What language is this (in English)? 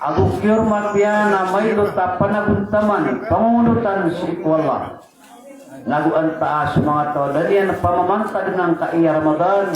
Maranao